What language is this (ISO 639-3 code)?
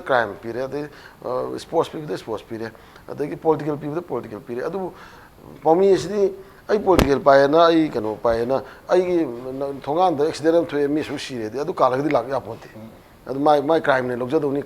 mni